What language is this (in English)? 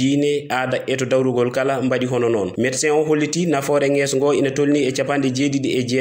Fula